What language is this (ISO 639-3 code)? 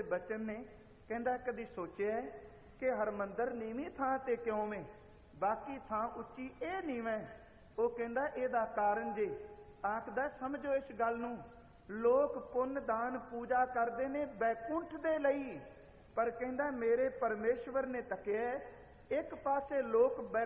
pan